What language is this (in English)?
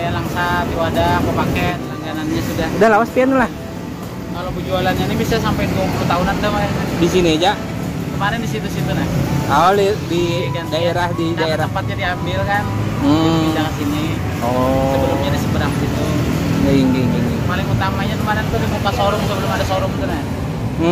Banjar